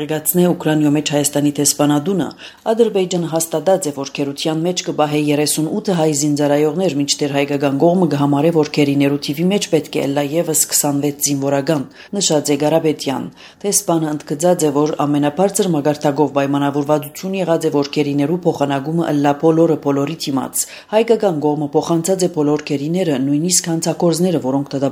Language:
Armenian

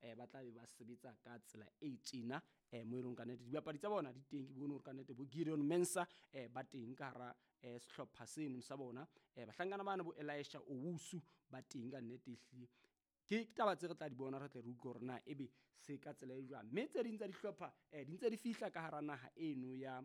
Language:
Southern Sotho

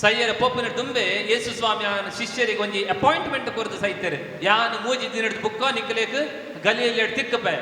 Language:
Tulu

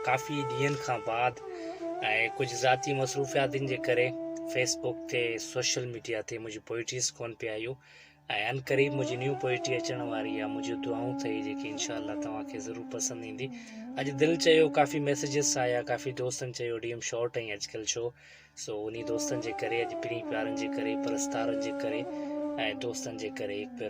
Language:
Sindhi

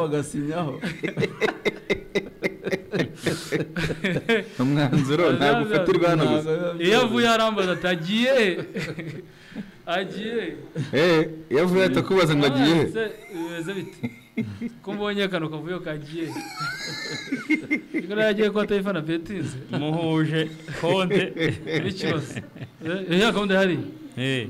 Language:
Kinyarwanda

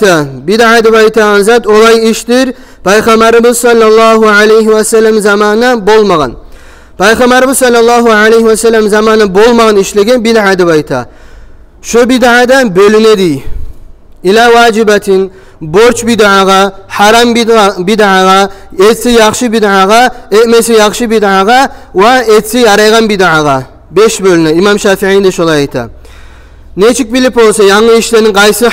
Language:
Kumyk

